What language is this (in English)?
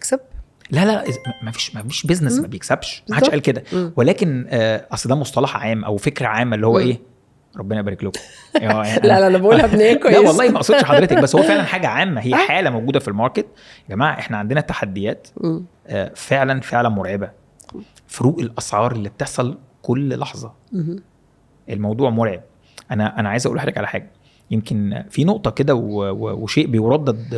Egyptian Arabic